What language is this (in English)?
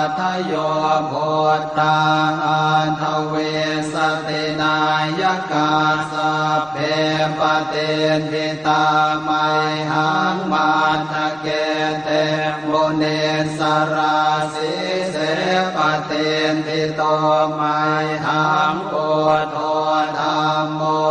Pali